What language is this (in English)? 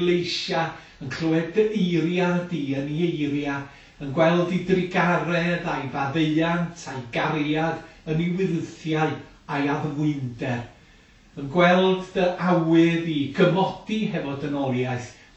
Welsh